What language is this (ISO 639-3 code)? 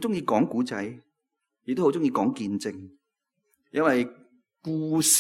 yue